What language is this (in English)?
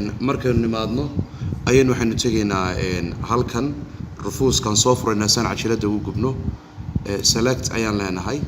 Somali